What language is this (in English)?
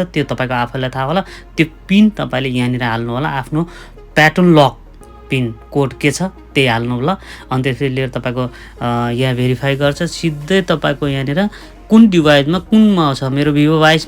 Nepali